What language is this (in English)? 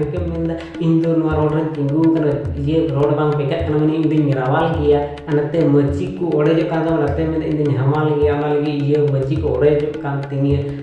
Santali